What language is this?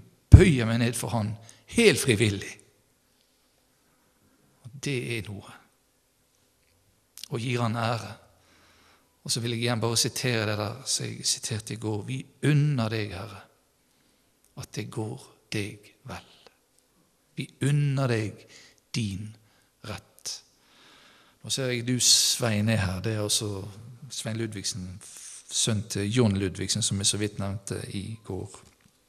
Norwegian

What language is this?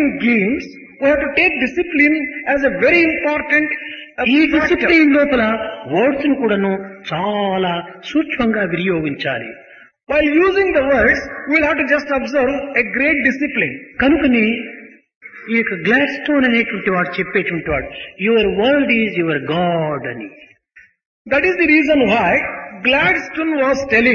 Telugu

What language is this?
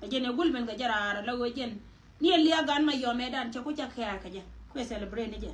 Nuer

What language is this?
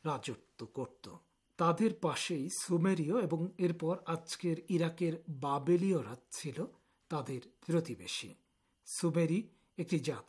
Bangla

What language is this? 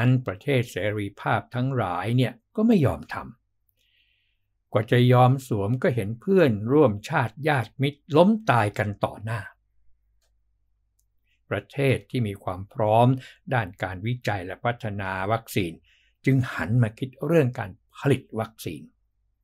Thai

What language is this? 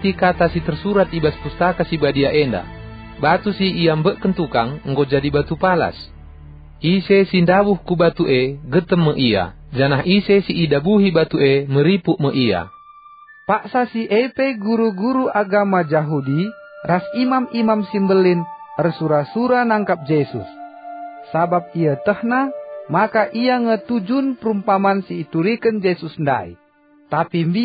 Batak Karo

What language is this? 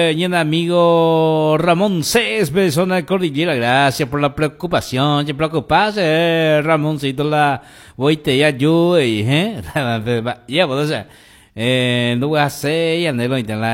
Guarani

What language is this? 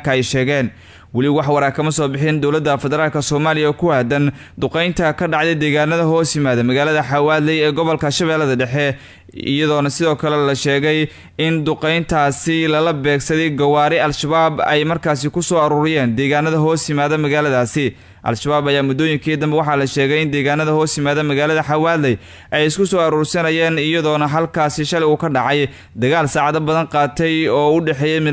Somali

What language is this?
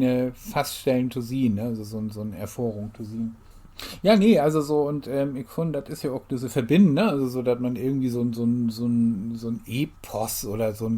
Low German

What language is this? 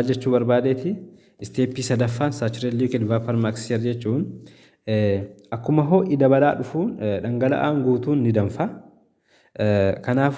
Oromo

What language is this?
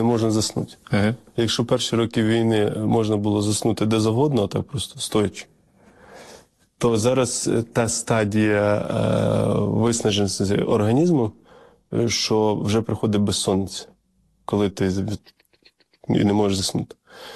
Ukrainian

